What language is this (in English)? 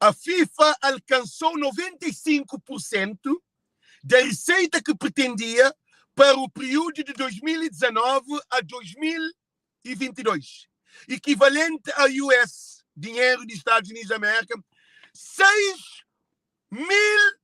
Kabuverdianu